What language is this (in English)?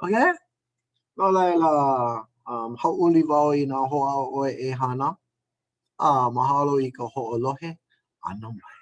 Hawaiian